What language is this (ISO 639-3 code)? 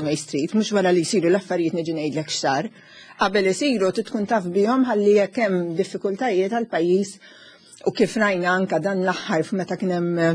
mlt